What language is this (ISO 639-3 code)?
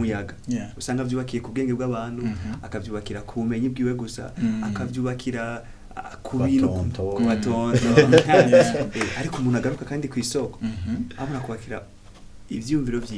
run